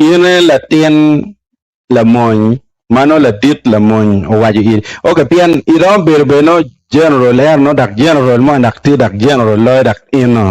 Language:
Acoli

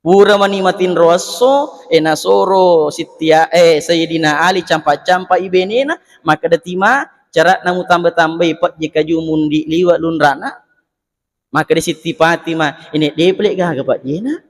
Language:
Buginese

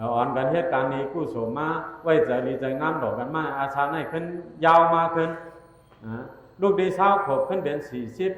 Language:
Shan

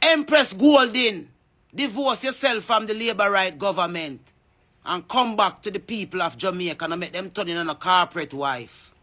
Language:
Jamaican Creole English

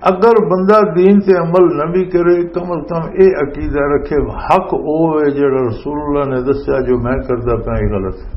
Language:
Western Panjabi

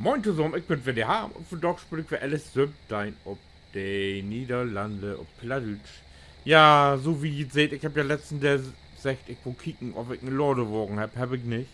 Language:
Low German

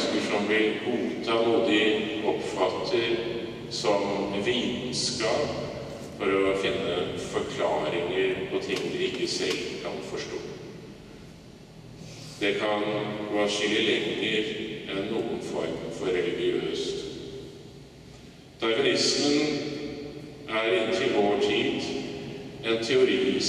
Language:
Norwegian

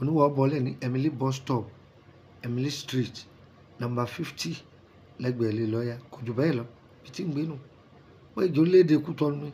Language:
Yoruba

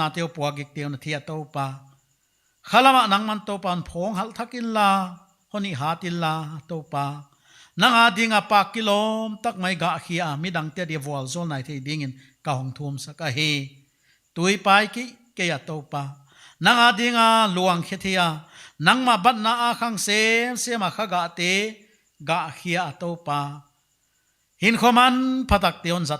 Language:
Paite Chin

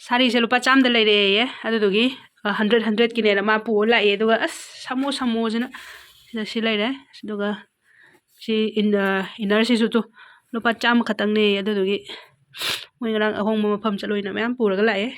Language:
Manipuri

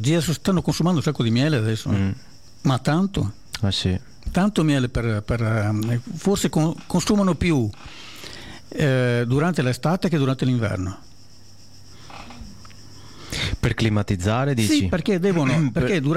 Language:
Italian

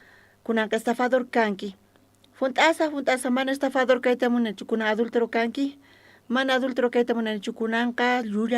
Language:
South Bolivian Quechua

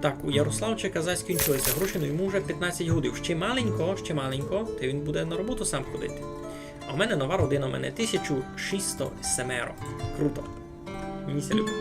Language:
Rusyn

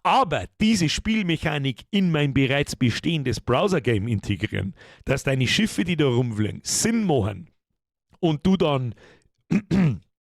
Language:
Bavarian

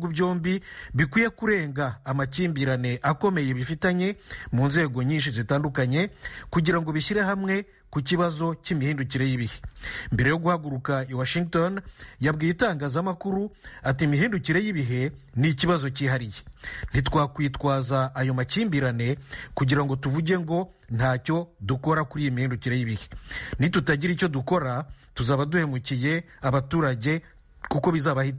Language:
Kinyarwanda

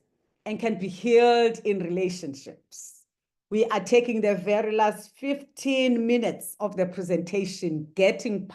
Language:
English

